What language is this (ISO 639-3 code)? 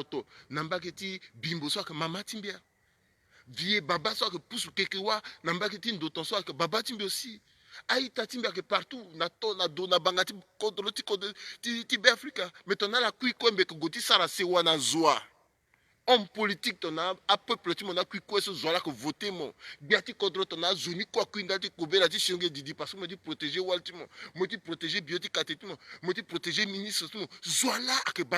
sag